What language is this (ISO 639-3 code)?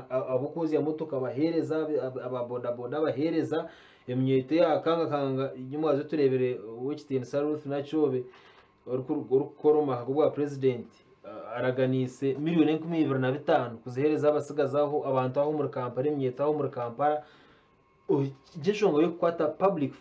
nyn